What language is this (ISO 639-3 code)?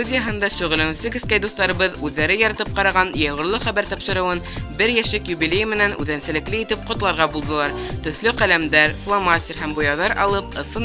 bak